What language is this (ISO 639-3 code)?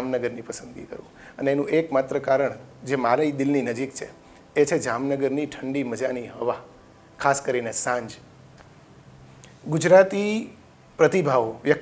guj